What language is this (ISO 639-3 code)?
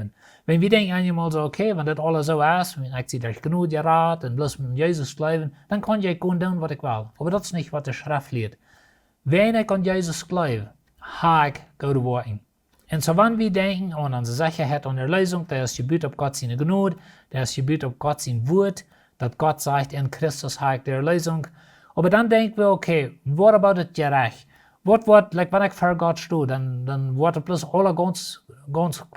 pdt